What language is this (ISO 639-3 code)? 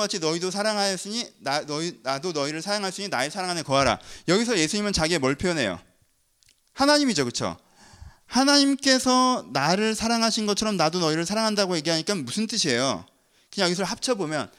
kor